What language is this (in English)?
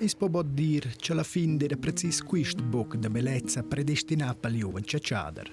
Romansh